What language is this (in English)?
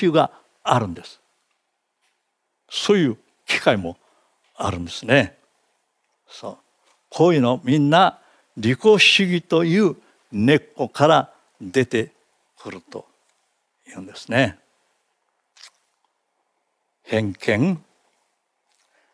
Japanese